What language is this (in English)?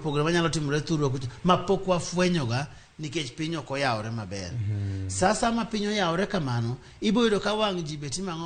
Luo (Kenya and Tanzania)